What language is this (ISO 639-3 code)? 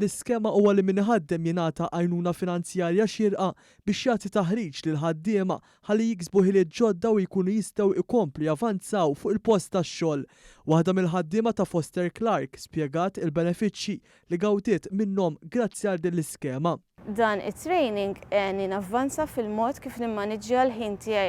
mlt